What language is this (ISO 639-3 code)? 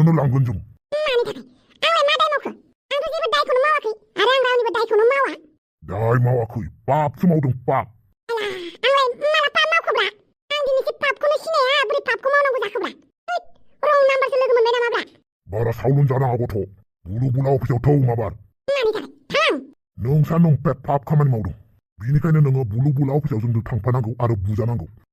brx